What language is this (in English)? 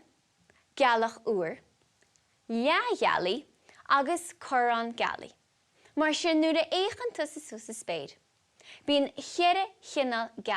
Irish